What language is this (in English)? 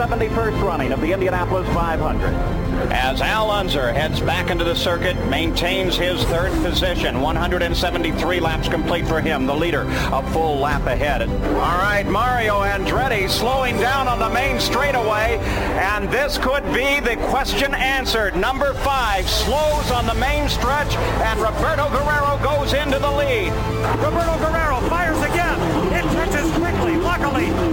English